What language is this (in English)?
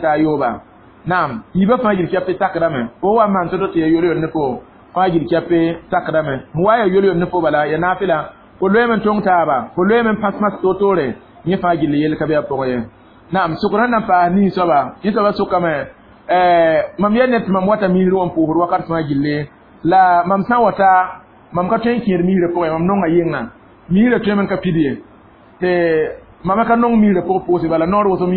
Mossi